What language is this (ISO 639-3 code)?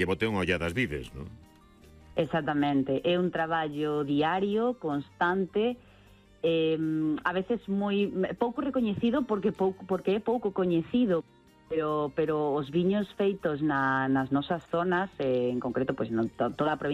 glg